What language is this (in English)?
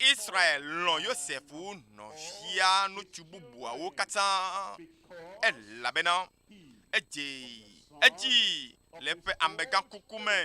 Ewe